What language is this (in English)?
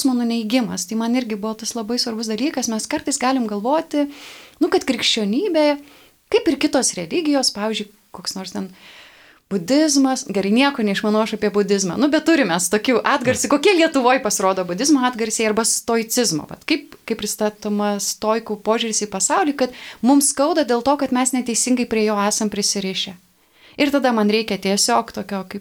Lithuanian